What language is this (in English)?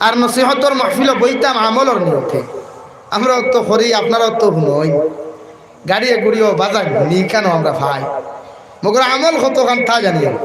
Sylheti